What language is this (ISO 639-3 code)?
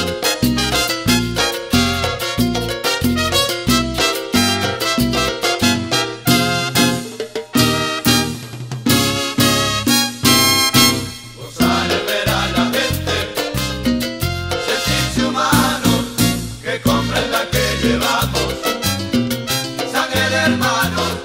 spa